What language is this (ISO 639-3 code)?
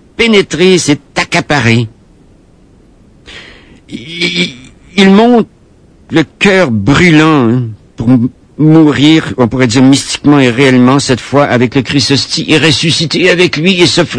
fra